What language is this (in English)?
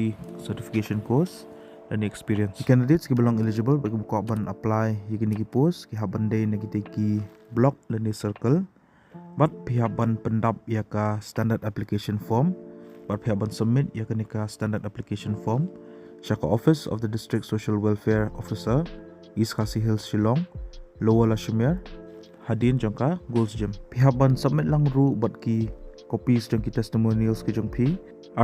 Khasi